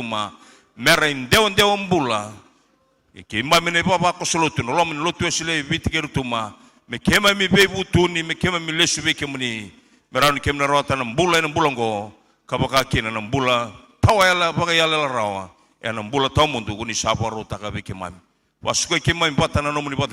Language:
Fijian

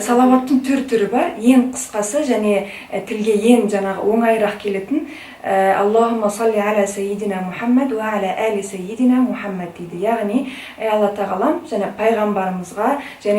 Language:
Kazakh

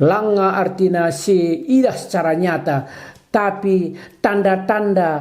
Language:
Batak Karo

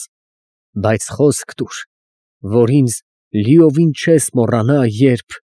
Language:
Armenian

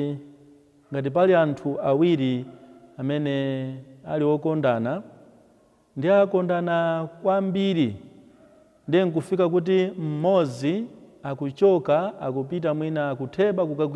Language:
Nyanja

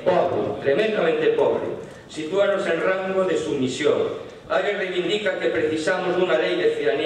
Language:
Galician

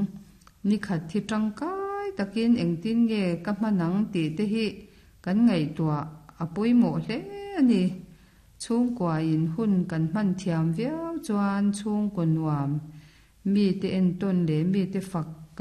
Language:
Mizo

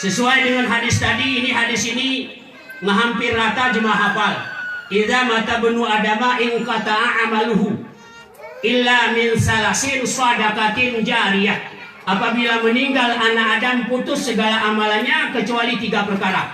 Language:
Gayo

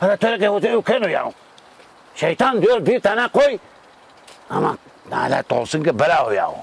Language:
Zaza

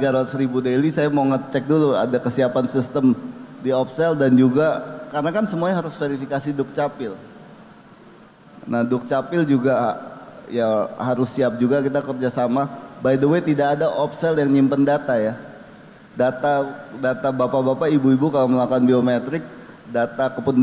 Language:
Indonesian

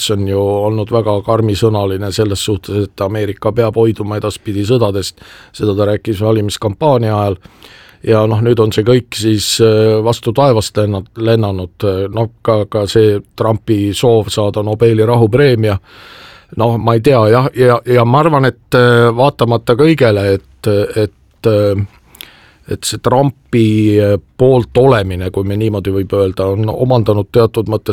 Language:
Estonian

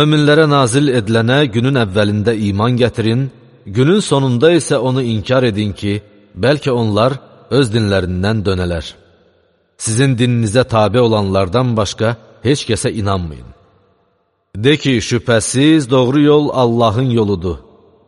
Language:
Azerbaijani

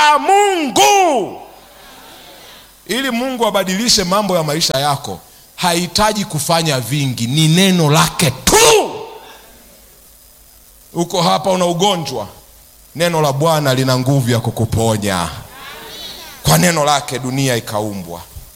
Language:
Swahili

